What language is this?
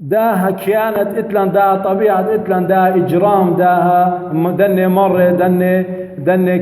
Assyrian Neo-Aramaic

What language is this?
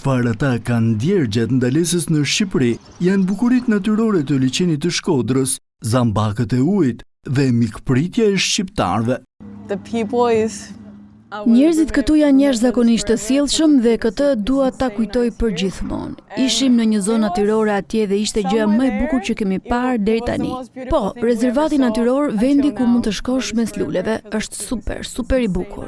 Albanian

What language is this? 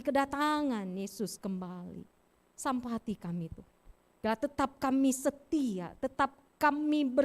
Batak Karo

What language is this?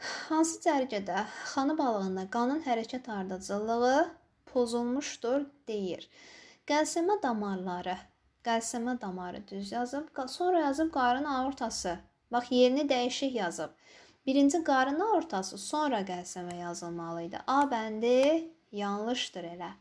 Azerbaijani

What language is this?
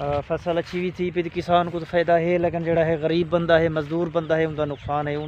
Saraiki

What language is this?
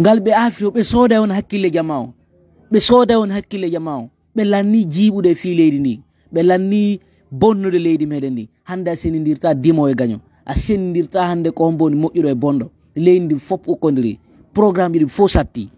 Fula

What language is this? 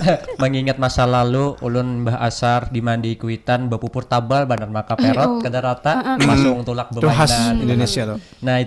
Banjar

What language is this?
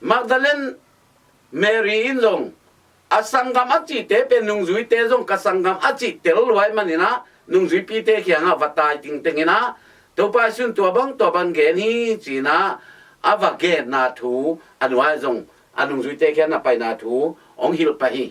Tedim Chin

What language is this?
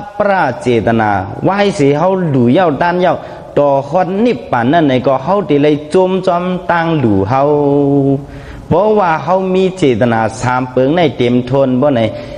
Shan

